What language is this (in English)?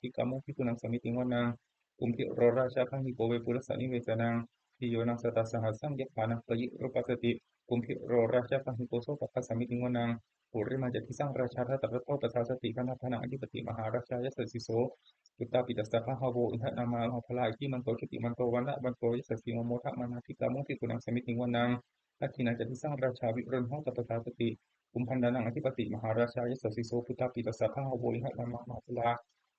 Pali